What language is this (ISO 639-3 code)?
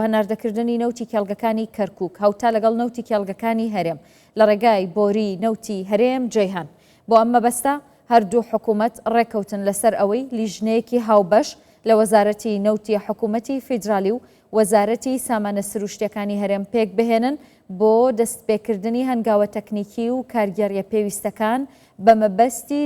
ckb